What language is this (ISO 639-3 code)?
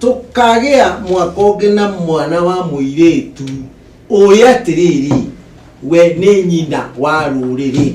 kik